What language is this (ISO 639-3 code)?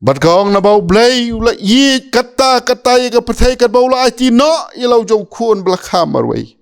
kha